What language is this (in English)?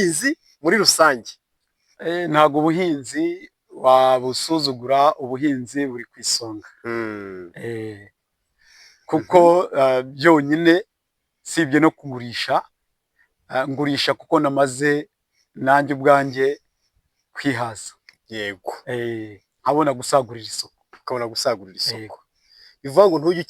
Kinyarwanda